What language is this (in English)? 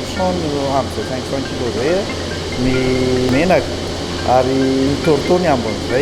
Malagasy